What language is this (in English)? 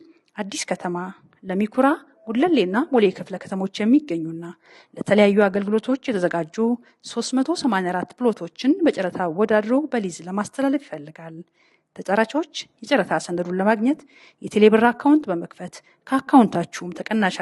Amharic